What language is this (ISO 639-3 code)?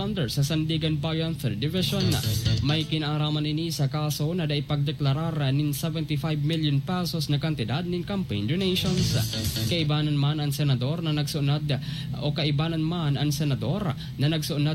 bik